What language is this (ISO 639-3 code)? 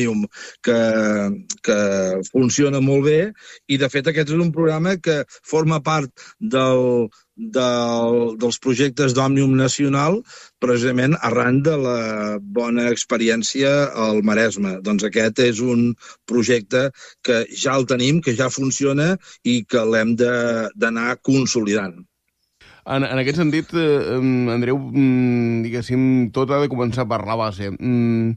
cat